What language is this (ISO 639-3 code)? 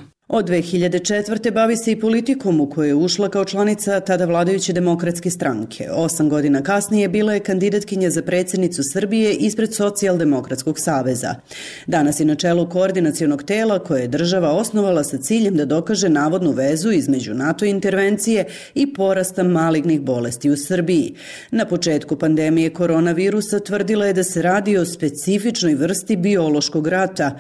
srp